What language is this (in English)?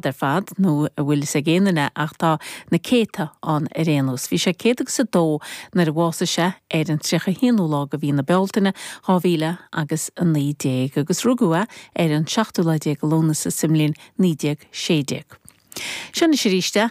Irish